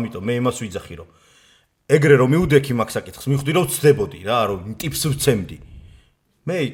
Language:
Georgian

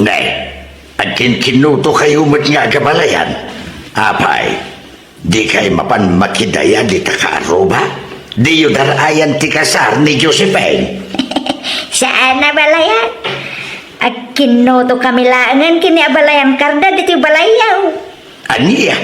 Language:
Iloko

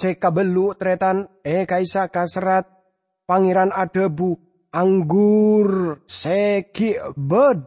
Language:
Madurese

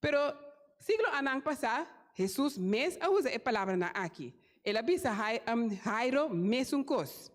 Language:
Papiamento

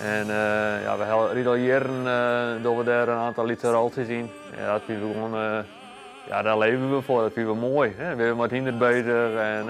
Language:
Western Frisian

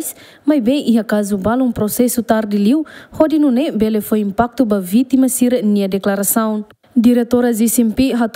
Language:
Tetum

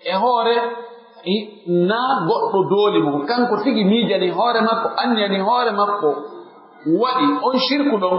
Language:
Pular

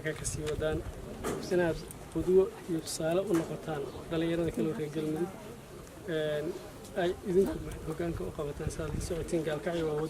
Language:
Somali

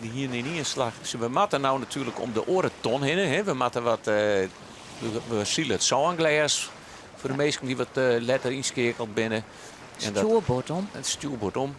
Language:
Western Frisian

